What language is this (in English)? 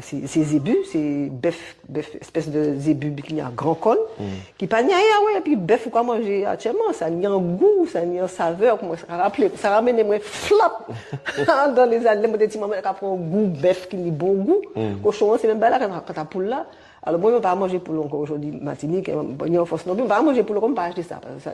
Guadeloupean Creole French